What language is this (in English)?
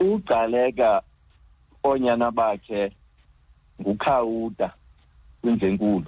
Xhosa